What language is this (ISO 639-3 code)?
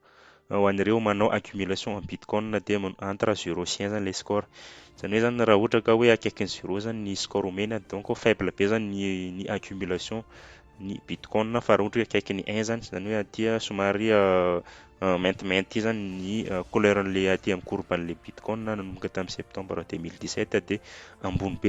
mlg